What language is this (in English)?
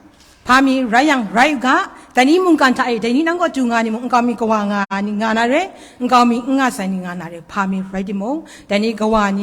Kachin